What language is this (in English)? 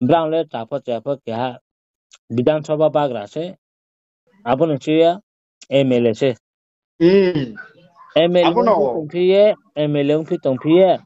Riang (India)